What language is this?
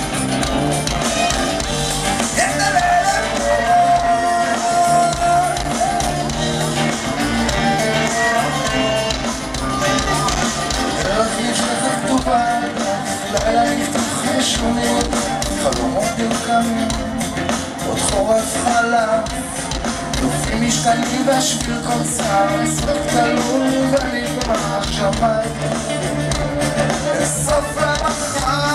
Hebrew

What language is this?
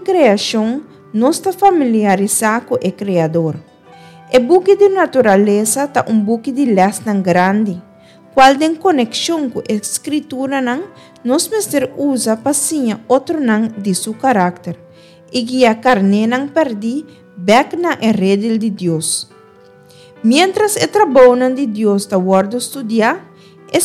Papiamento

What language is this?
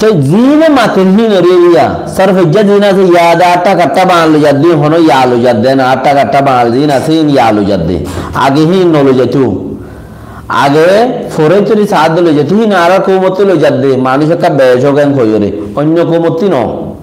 Rohingya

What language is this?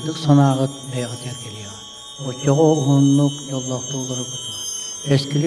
Yakut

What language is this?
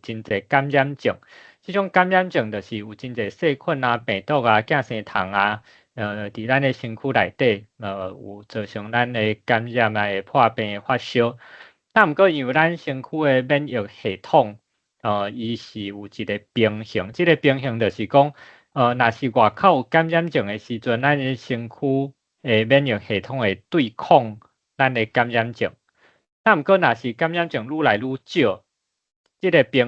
Min Nan Chinese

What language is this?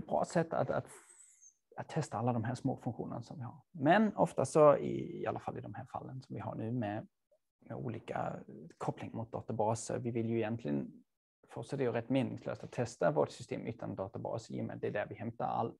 Swedish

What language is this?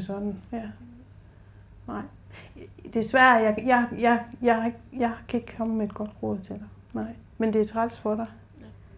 Danish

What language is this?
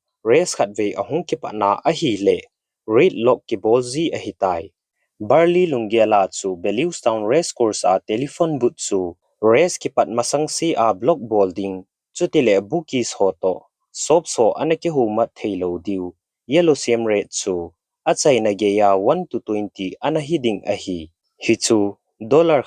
Thado Chin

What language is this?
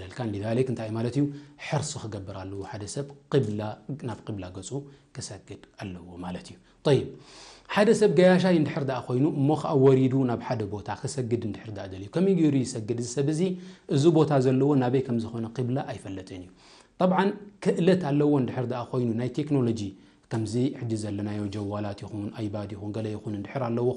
Tigrinya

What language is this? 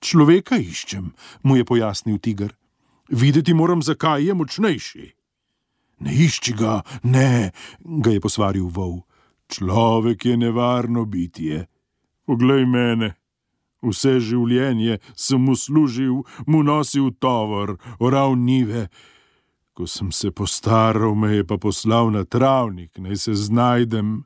Slovenian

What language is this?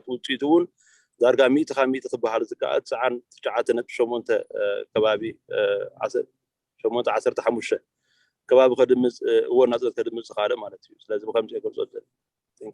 Tigrinya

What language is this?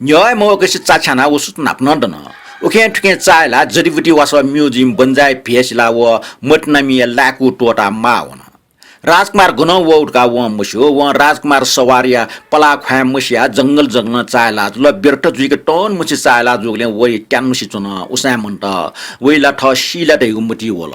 Newari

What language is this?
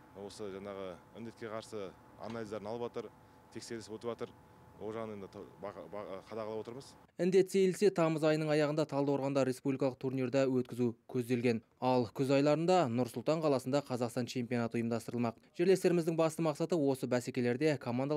Kazakh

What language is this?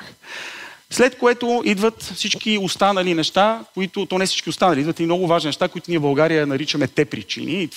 Bulgarian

